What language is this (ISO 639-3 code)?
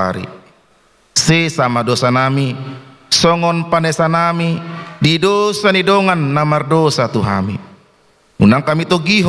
bbc